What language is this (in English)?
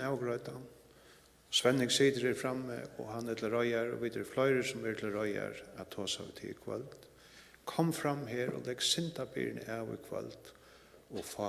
Faroese